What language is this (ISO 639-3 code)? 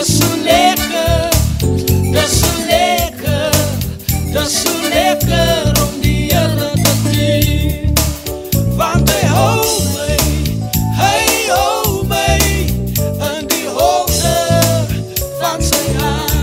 afr